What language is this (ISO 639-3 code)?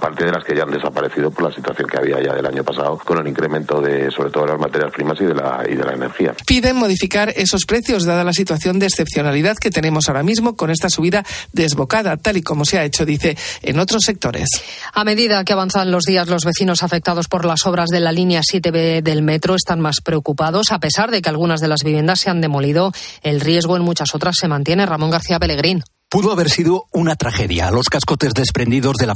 spa